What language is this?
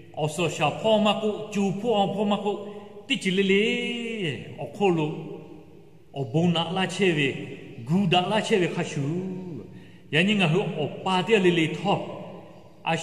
Lahu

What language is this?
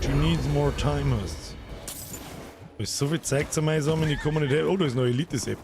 Bavarian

